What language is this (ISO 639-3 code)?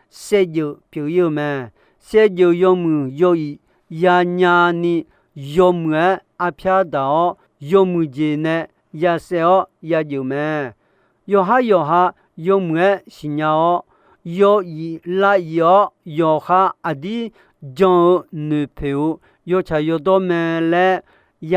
ahk